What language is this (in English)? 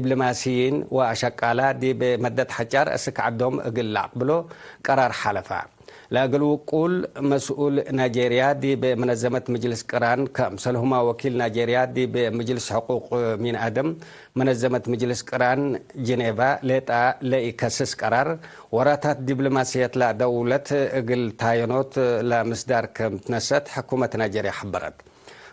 Tigre